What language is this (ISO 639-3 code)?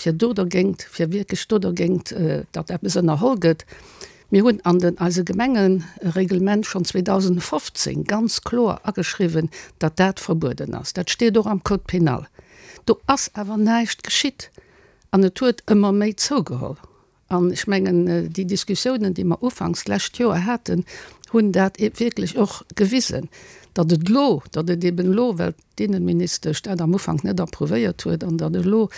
ltz